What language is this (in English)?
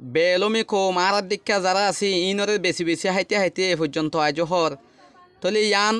Rohingya